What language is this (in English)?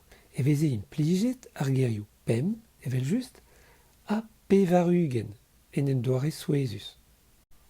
Breton